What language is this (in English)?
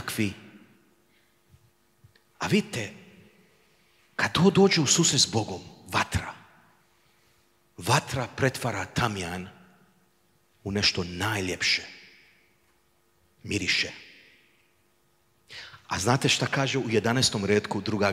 Croatian